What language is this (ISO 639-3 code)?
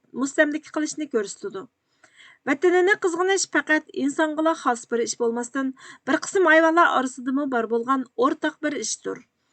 uig